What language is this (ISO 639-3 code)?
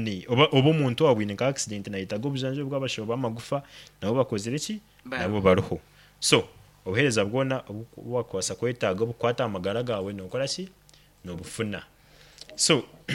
nyn